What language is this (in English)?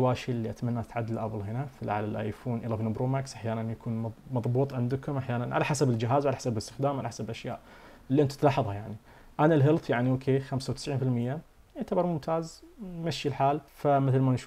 Najdi Arabic